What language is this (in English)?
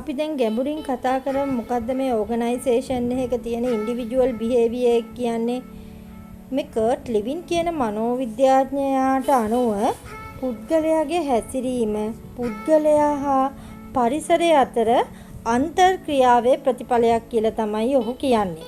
Sinhala